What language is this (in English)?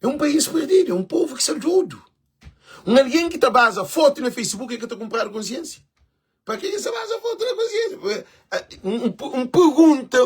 Kabuverdianu